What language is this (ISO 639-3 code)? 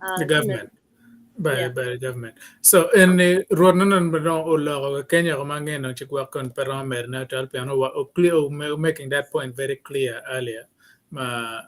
ach